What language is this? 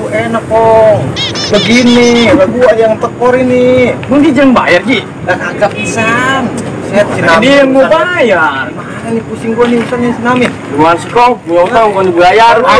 Betawi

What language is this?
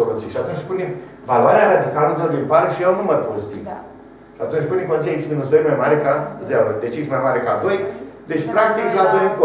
Romanian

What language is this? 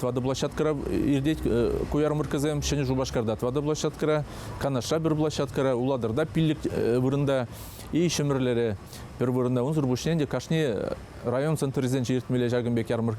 Chuvash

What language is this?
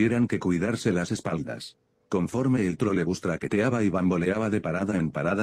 Spanish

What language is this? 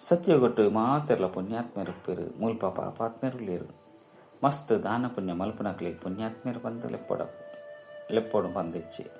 Tulu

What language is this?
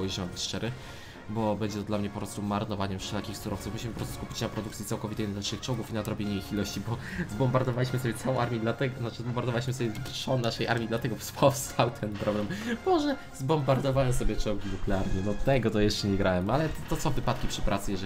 Polish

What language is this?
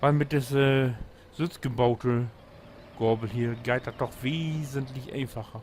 Low German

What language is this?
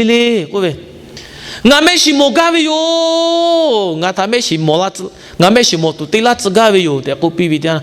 Lahu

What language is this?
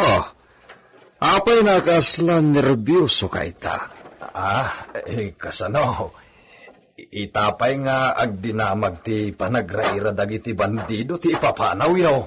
Iloko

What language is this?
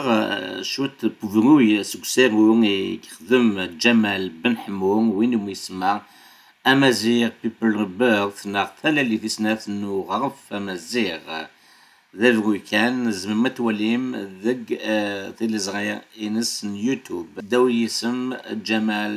Kabyle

